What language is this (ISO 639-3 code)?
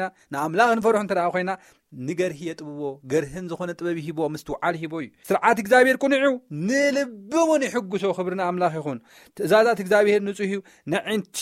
tir